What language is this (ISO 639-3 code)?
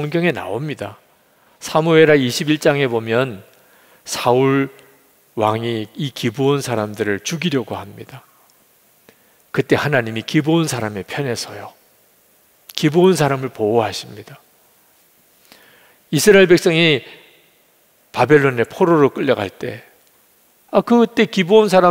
kor